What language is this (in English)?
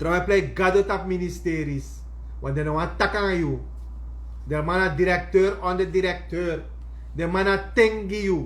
Sranan Tongo